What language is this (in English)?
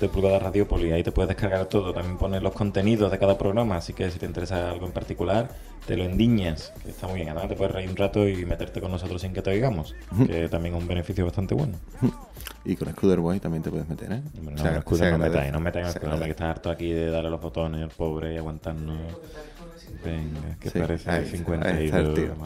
Spanish